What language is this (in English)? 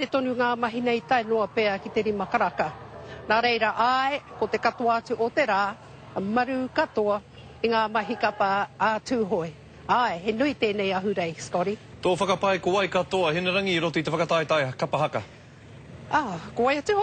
Māori